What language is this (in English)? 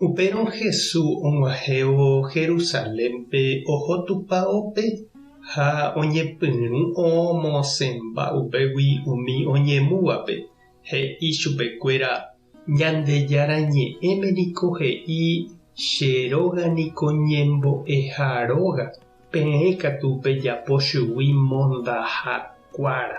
Guarani